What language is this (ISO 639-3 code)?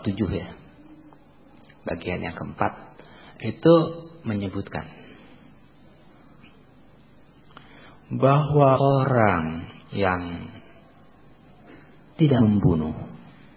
ind